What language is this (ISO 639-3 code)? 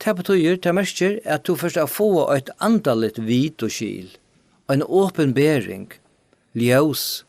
fao